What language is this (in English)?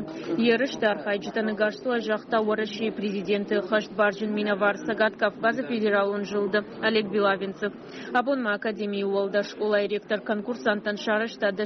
Ossetic